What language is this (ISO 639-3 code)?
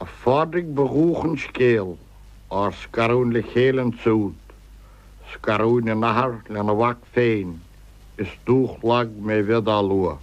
gle